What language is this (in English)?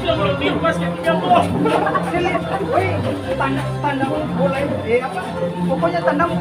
Ambonese Malay